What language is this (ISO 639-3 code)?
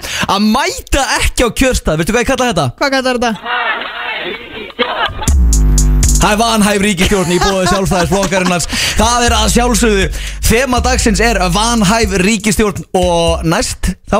isl